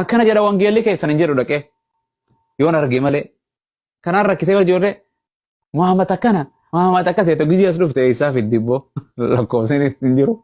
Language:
Oromo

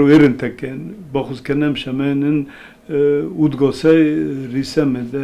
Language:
Ossetic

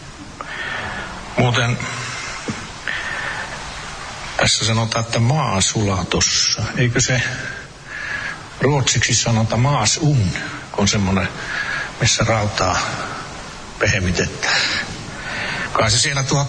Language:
Finnish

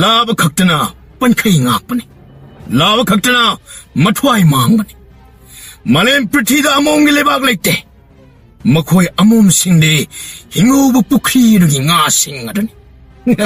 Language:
Manipuri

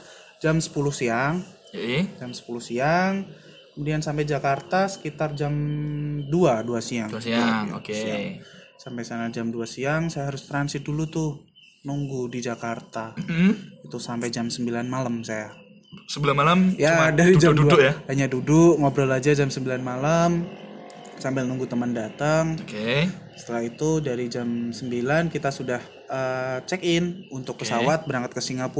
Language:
Indonesian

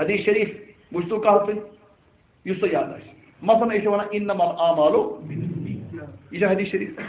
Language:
Kashmiri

